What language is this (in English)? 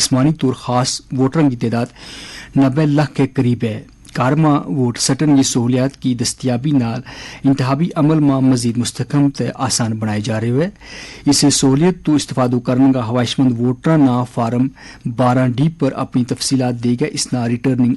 Gujari